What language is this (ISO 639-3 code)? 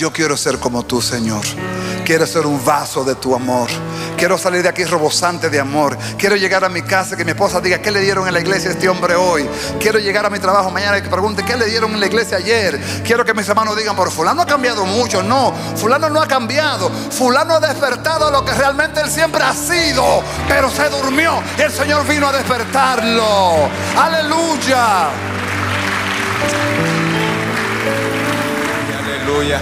spa